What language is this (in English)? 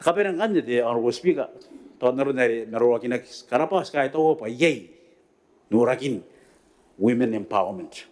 Gilbertese